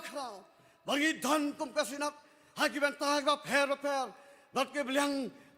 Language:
Khasi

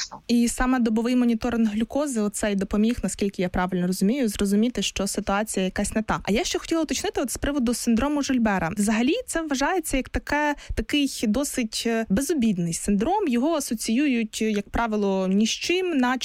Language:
Ukrainian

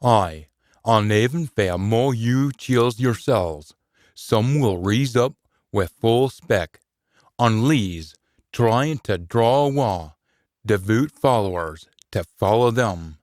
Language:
Scots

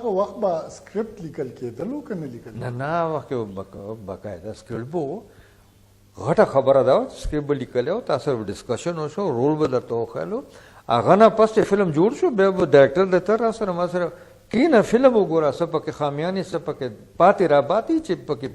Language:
Pashto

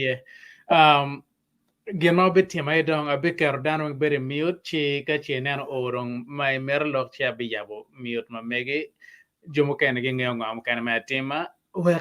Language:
Acoli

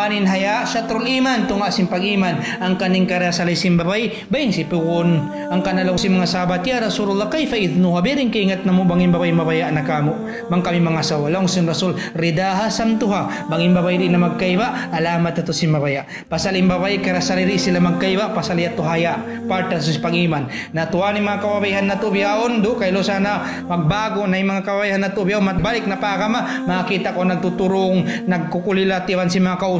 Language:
Tausug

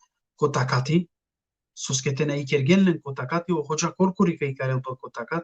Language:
Balkan Romani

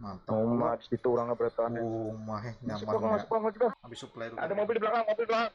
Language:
Banjar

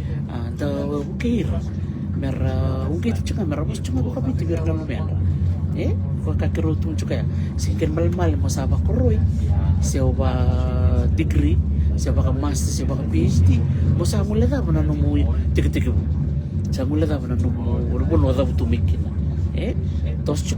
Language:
Fijian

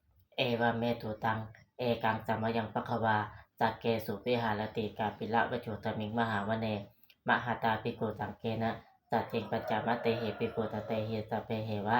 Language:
Pali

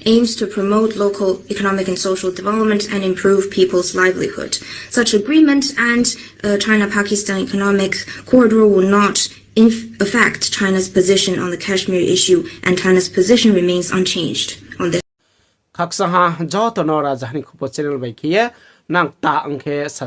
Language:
Riang (India)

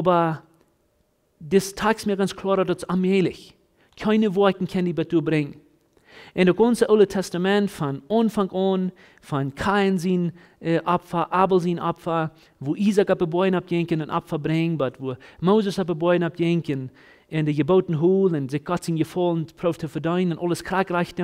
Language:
Plautdietsch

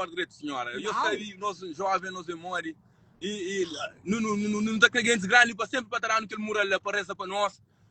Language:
Kabuverdianu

